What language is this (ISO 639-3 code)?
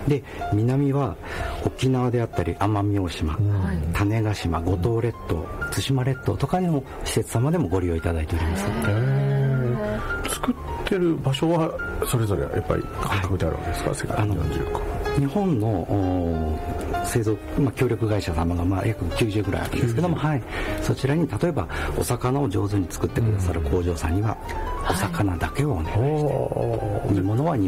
jpn